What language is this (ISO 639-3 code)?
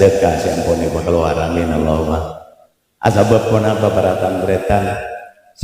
mad